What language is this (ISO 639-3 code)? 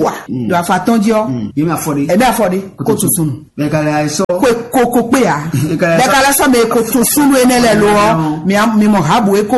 fon